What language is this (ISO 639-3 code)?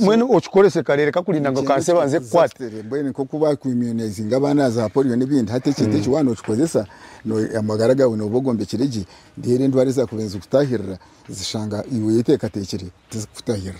nyn